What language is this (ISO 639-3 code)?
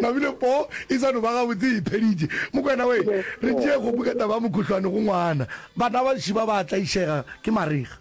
nso